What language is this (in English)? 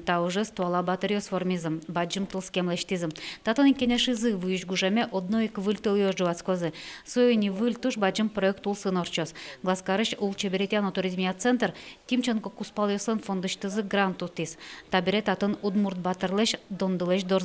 Udmurt